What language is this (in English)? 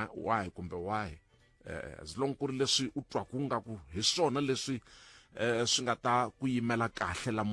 Tsonga